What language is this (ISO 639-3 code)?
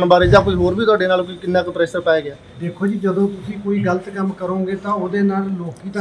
pan